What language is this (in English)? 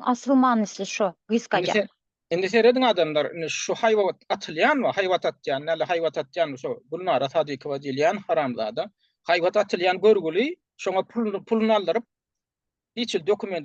Turkmen